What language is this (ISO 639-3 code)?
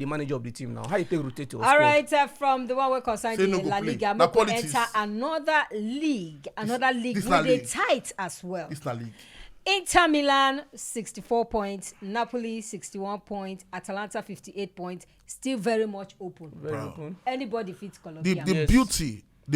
pcm